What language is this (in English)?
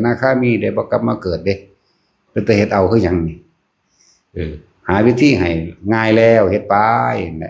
Northeastern Thai